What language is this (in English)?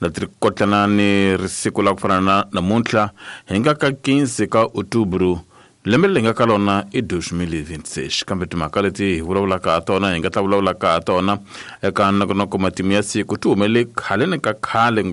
Tsonga